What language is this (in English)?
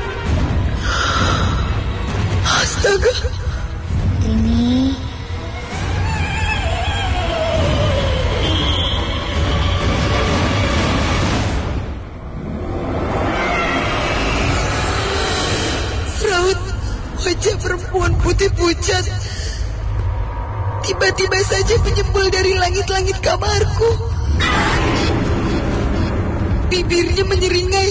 Indonesian